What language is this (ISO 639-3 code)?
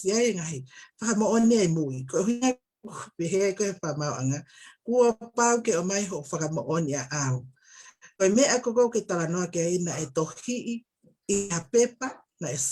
ton